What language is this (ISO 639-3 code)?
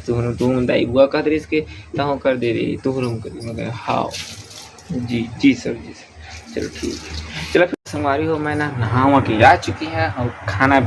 hne